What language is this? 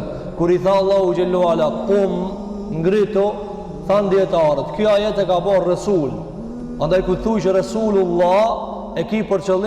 Albanian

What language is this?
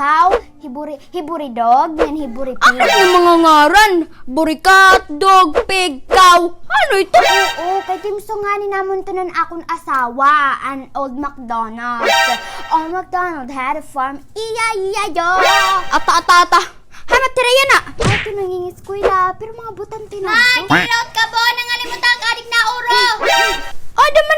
Waray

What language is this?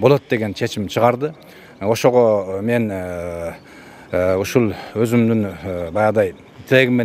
Kyrgyz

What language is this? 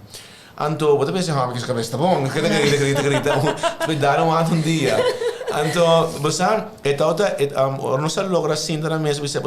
Papiamento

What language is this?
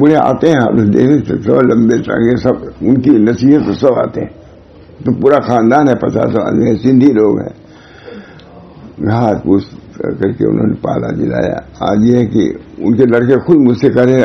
Urdu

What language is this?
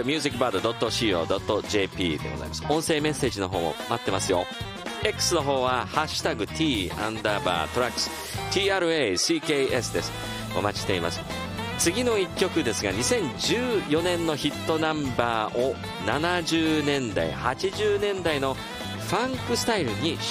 Japanese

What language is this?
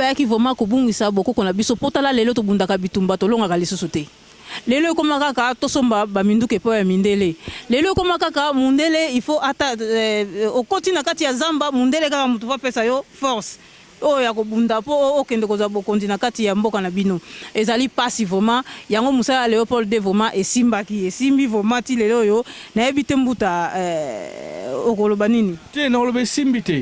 Lingala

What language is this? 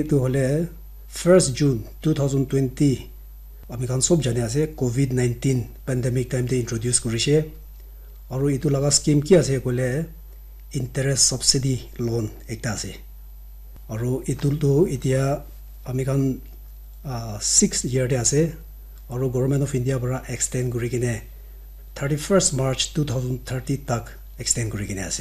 Naga Pidgin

